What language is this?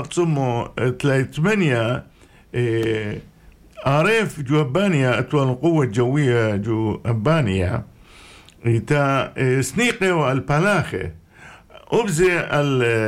Arabic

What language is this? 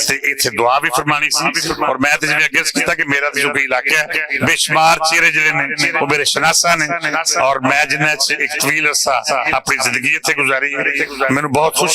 Western Panjabi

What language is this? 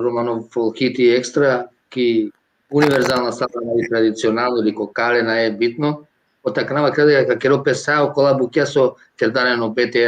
Balkan Romani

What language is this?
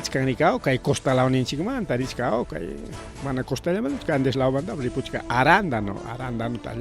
Ayacucho Quechua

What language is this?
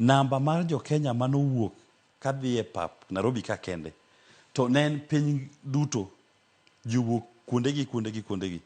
Luo (Kenya and Tanzania)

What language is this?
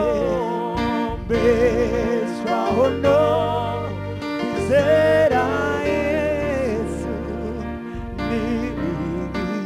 Kinyarwanda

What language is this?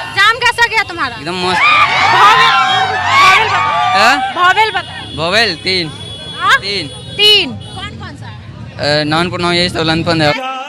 Santali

